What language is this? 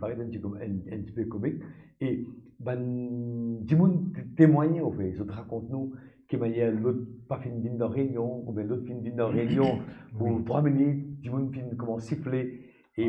Morisyen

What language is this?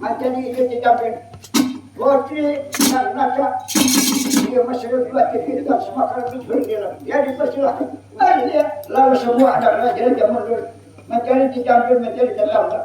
Banjar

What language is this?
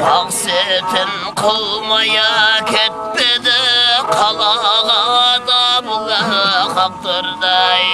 Kara-Kalpak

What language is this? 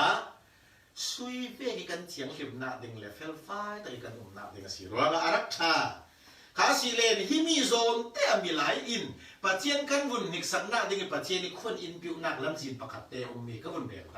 Falam Chin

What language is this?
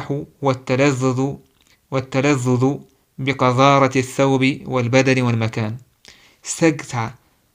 Chechen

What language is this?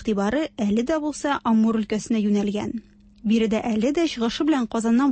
Tatar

